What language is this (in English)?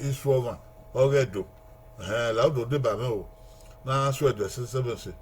Bini